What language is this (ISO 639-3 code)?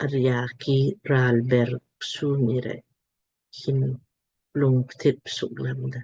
lmk